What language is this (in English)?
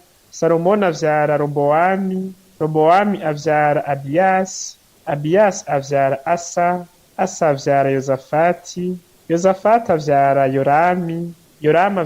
Rundi